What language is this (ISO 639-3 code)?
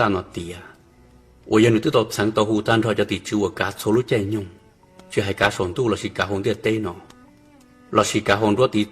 hmn